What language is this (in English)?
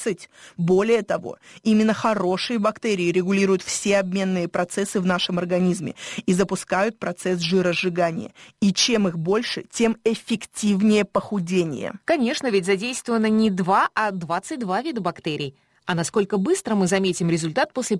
Russian